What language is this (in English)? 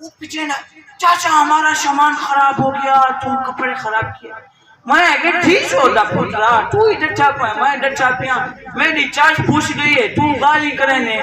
Saraiki